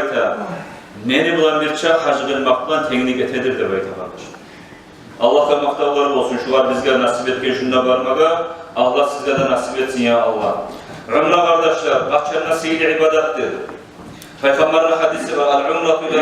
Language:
Kumyk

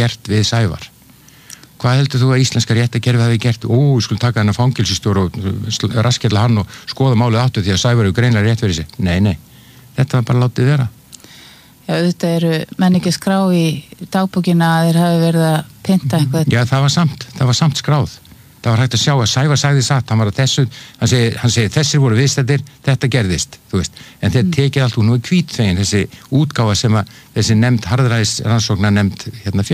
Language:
Icelandic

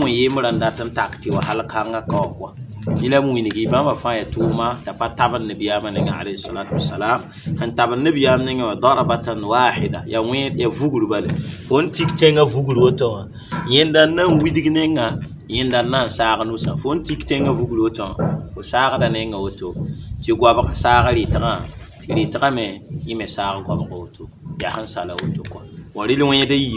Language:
Mossi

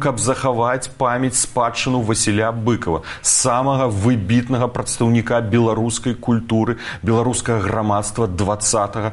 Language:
Belarusian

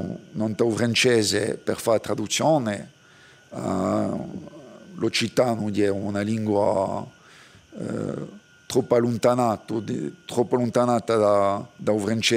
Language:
Corsican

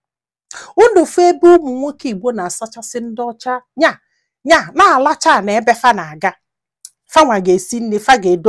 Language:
Igbo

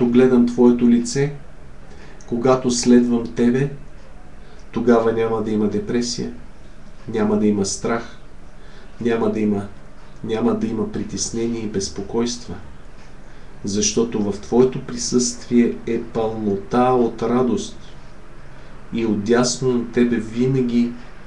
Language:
Bulgarian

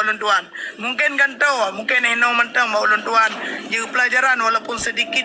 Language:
Achinese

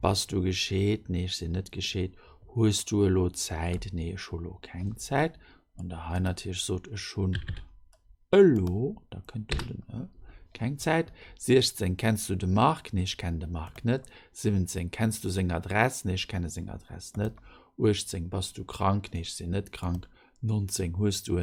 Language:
Luxembourgish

